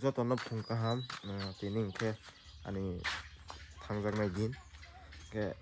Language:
Kok Borok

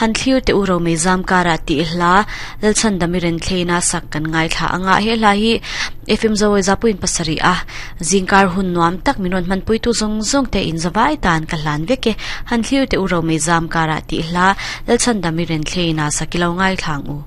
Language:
Mizo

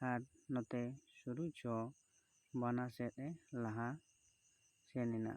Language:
Santali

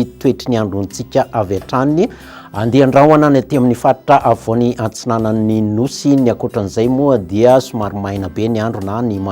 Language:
Malagasy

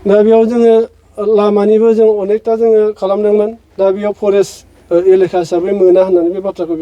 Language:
Bodo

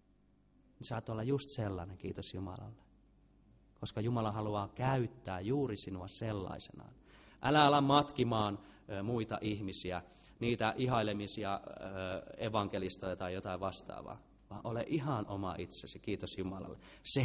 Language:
Finnish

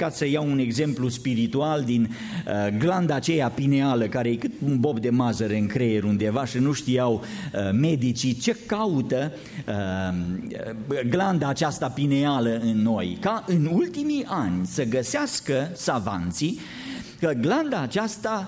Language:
Romanian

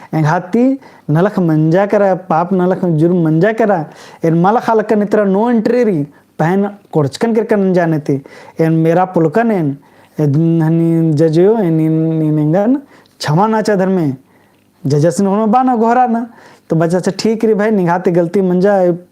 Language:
Kurukh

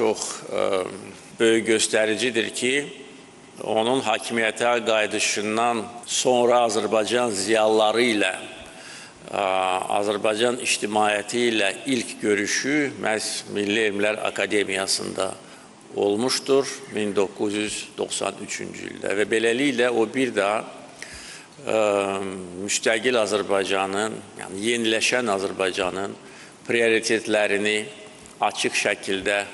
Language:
Azerbaijani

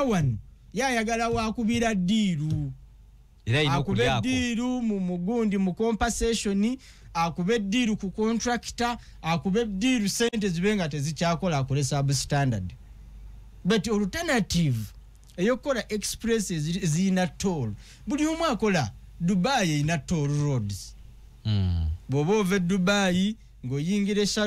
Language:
Ganda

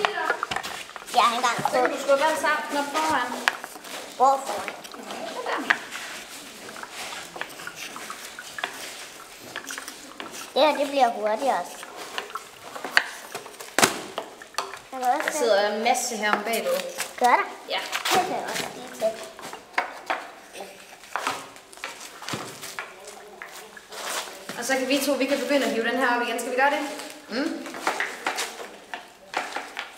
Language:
Danish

